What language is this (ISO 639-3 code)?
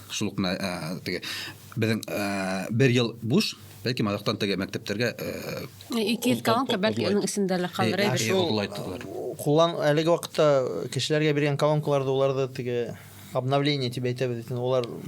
bak